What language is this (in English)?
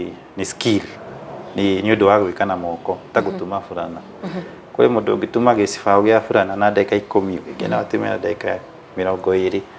Kikuyu